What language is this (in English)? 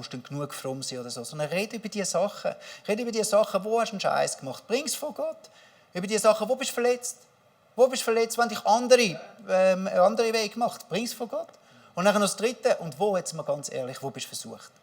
Swiss German